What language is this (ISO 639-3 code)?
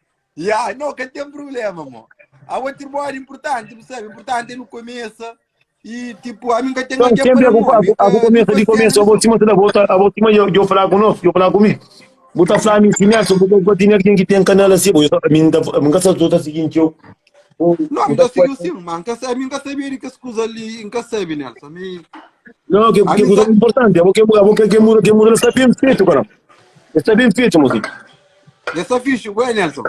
kea